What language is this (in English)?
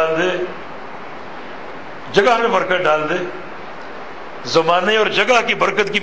Urdu